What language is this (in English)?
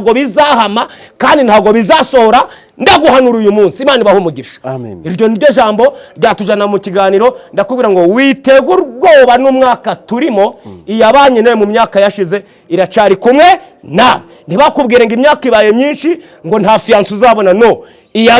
Kinyarwanda